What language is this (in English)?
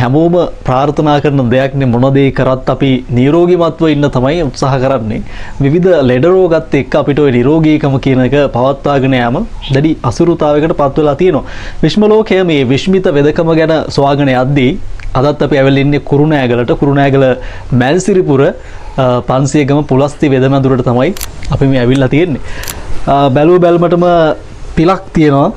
Sinhala